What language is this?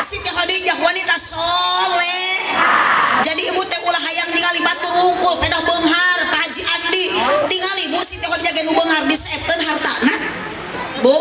Sundanese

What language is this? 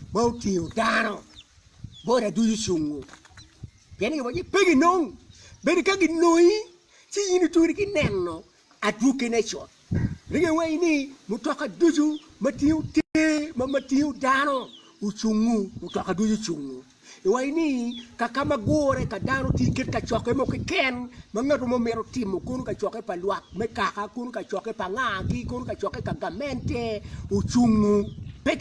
Acoli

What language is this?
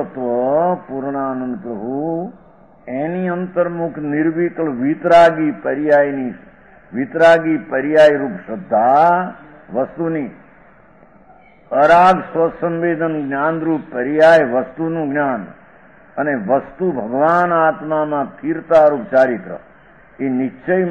Gujarati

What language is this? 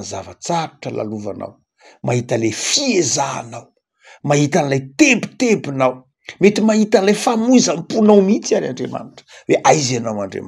Malagasy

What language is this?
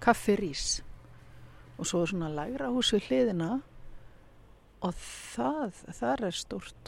Icelandic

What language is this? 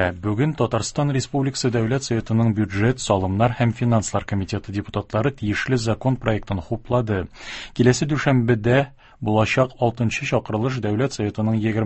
Tatar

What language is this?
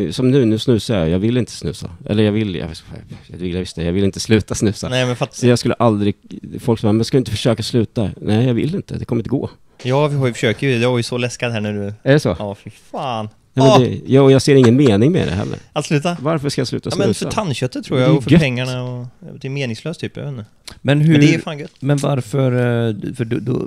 Swedish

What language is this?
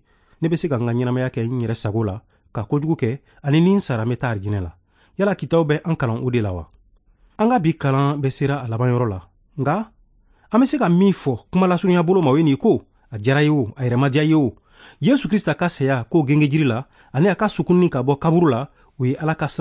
Bambara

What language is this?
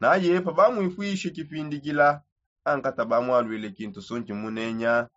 Songe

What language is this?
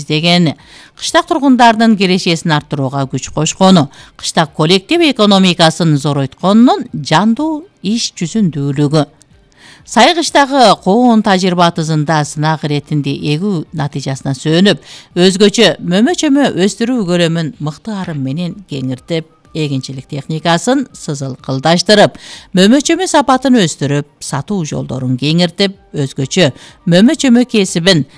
Kyrgyz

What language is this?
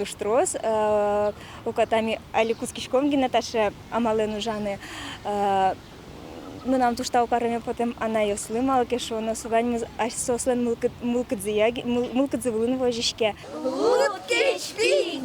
Udmurt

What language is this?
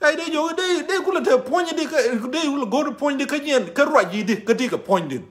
Nuer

